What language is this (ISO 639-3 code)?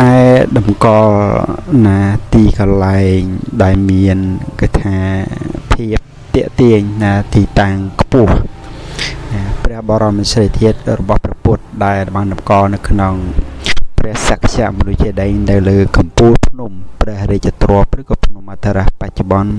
khm